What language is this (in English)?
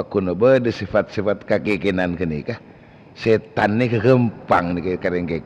Madurese